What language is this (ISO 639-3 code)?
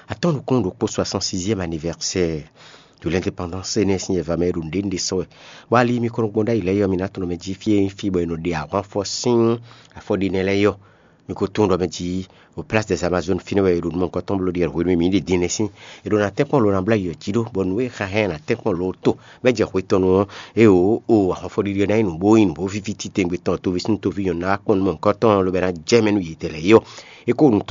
fon